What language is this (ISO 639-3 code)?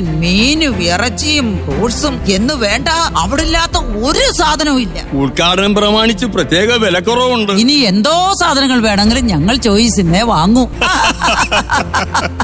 mal